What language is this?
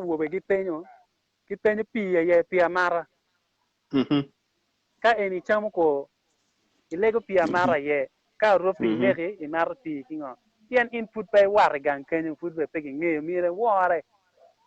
Acoli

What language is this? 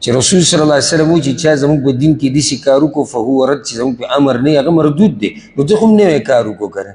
Pashto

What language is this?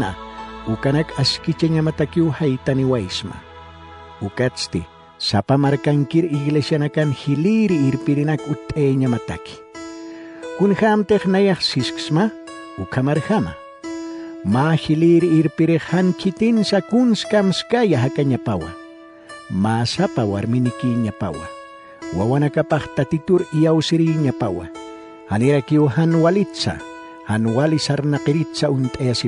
Aymara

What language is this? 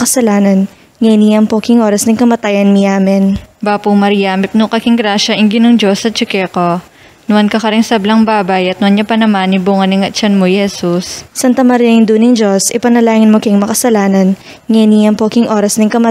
Pampanga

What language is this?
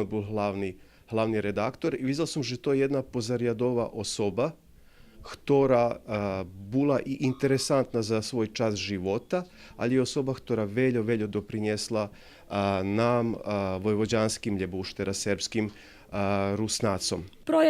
Rusyn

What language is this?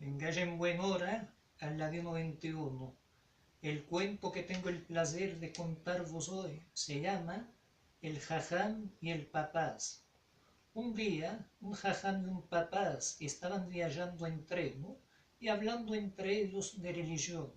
Ladino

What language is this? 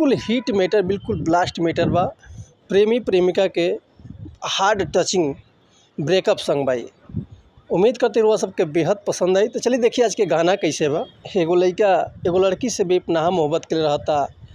Bhojpuri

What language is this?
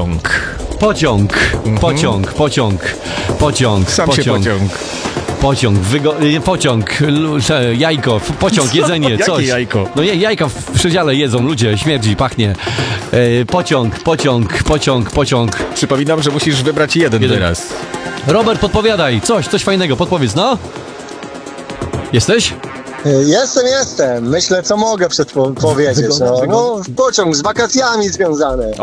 Polish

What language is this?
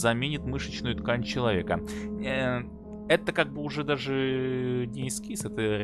Russian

